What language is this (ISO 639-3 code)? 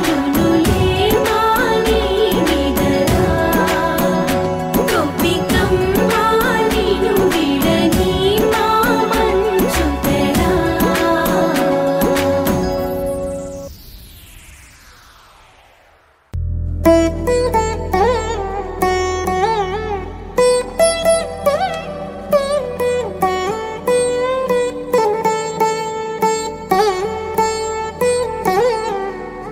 tel